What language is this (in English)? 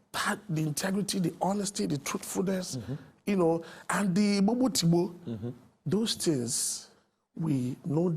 Nigerian Pidgin